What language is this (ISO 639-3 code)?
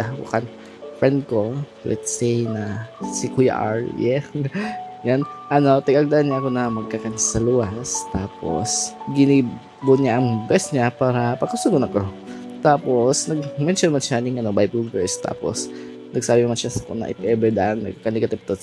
bik